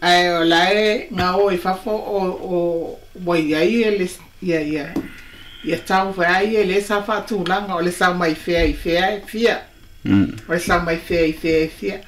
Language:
Samoan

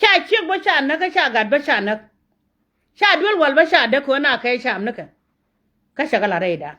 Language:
Nuer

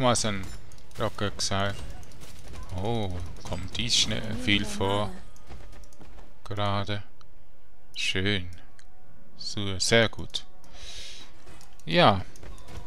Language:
German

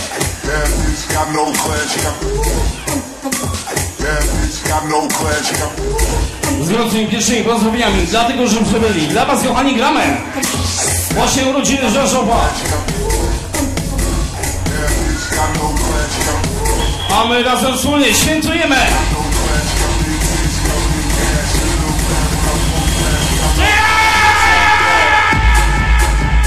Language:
Polish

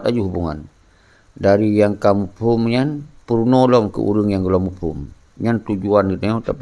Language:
Achinese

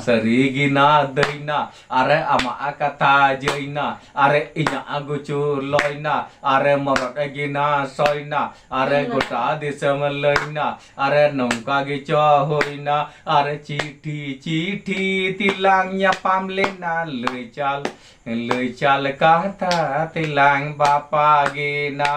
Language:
Santali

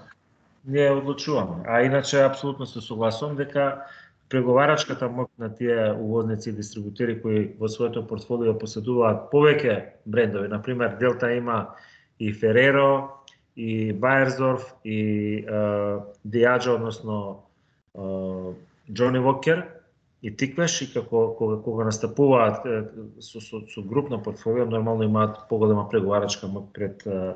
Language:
Macedonian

